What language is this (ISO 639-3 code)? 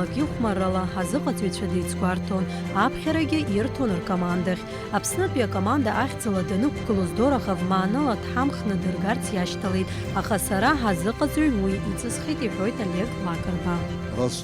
abk